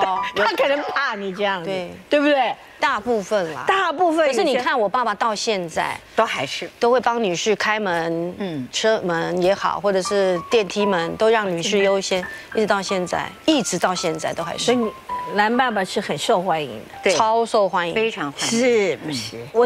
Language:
Chinese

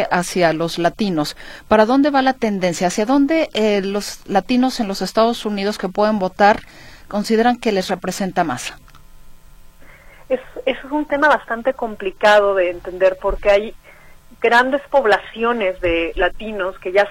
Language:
Spanish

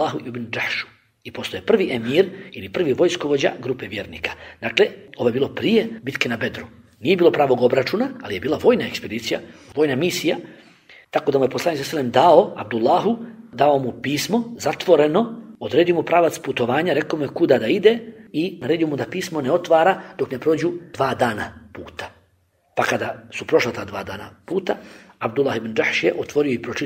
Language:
Bosnian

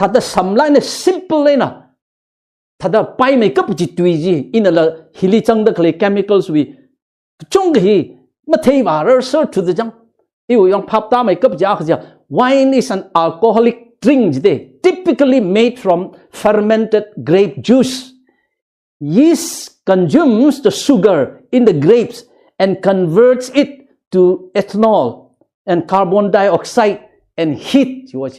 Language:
Tangkhul Naga (India)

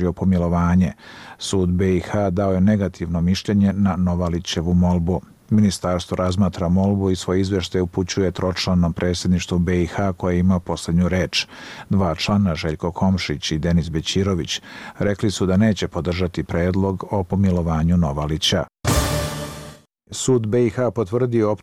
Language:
Bosnian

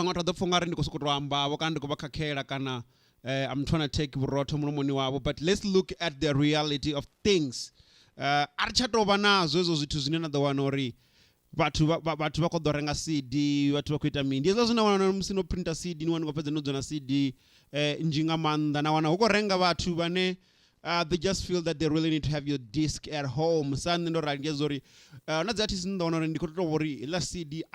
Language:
Venda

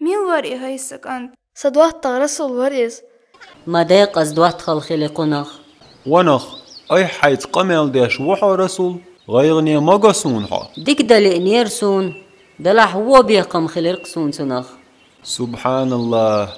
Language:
Chechen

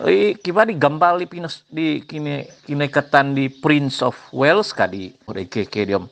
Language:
Central Dusun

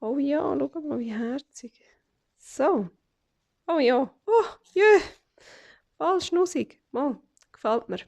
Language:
Swiss German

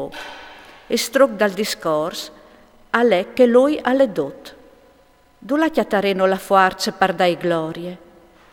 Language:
Friulian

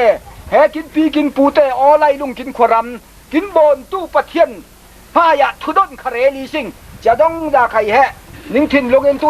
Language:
Falam Chin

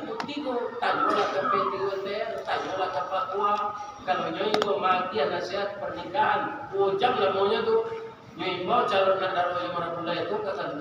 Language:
Minangkabau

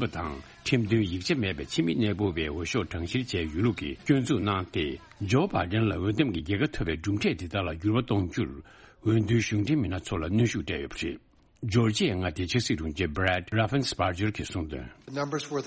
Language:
Tibetan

